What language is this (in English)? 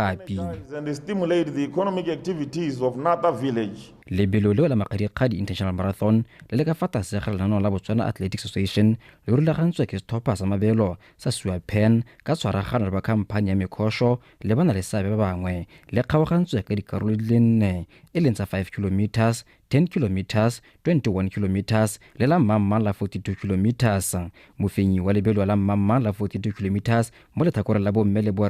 Tswana